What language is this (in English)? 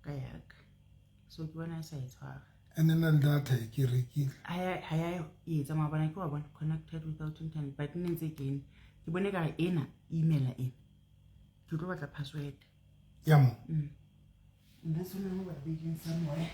Southern Sotho